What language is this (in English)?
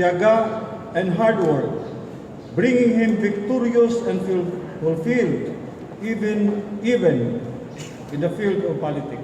Cebuano